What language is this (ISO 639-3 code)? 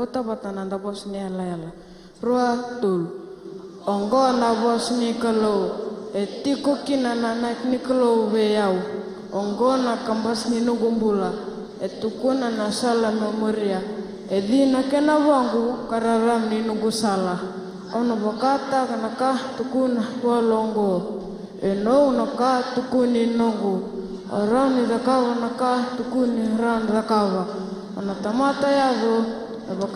fij